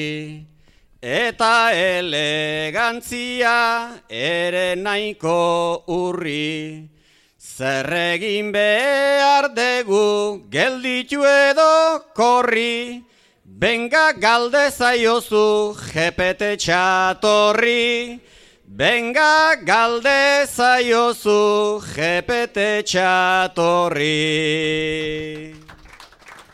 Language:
Basque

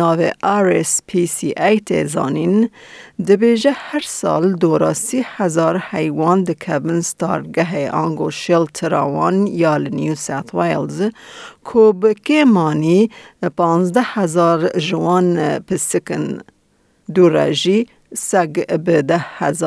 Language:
Kurdish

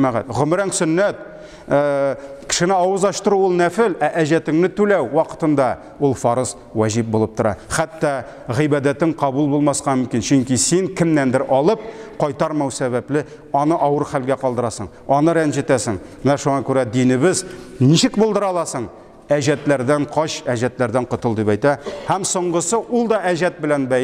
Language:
Tatar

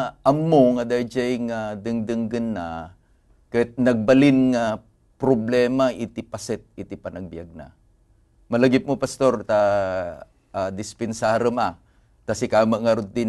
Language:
Iloko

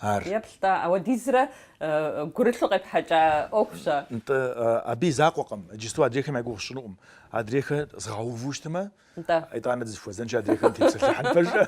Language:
Kabardian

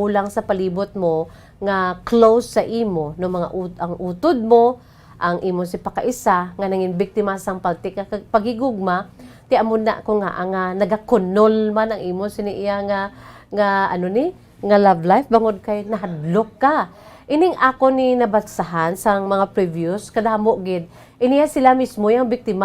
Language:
Hiligaynon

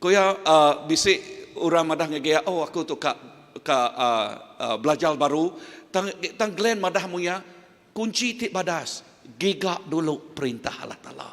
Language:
Iban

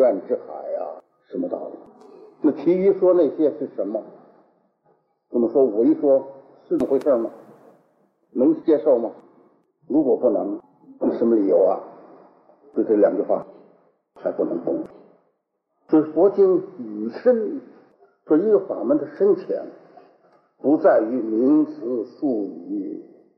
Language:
Chinese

